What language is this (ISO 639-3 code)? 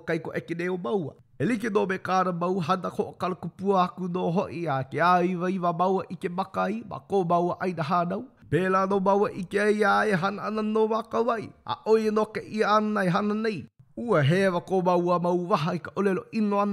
haw